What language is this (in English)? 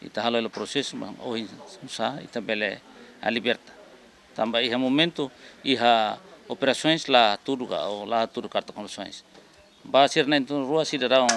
Tetum